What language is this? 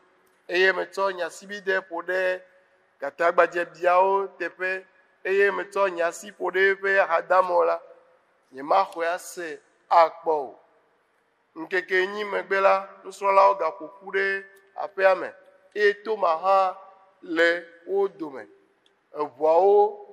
Ewe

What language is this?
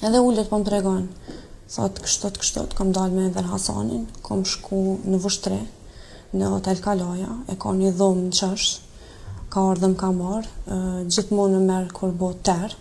Albanian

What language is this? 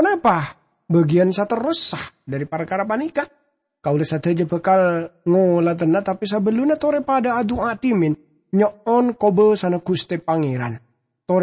Madurese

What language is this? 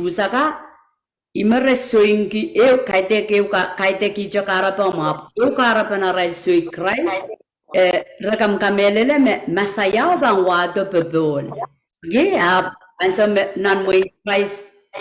Pohnpeian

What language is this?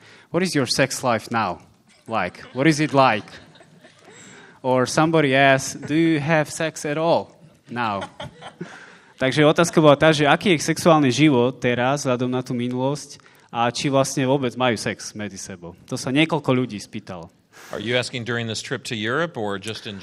Slovak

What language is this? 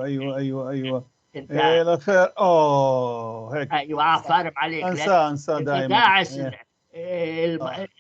North Levantine Arabic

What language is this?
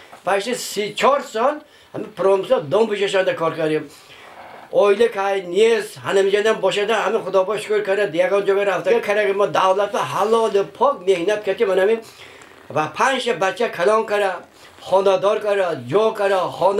Tajik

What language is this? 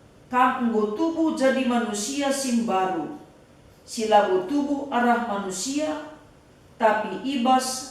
Batak Karo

